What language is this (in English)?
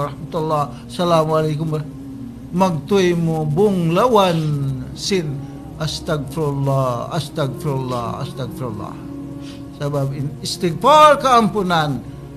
Tausug